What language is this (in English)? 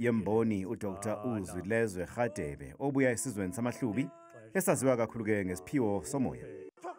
Zulu